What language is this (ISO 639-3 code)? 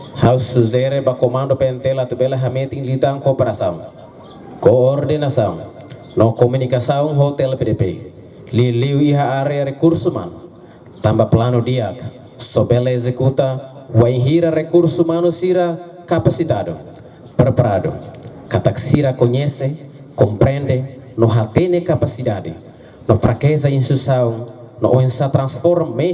tet